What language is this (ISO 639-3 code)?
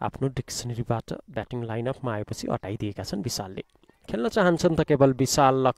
nep